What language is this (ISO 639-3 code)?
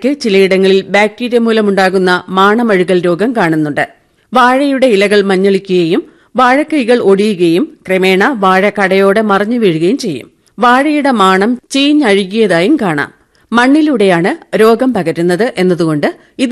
mal